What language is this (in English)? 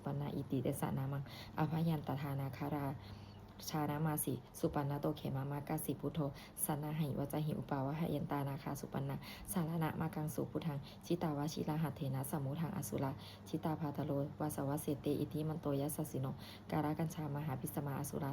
Pali